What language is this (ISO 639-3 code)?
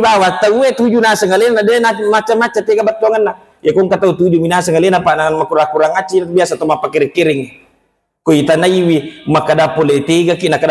bug